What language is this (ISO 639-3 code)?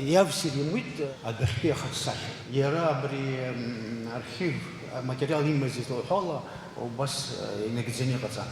abk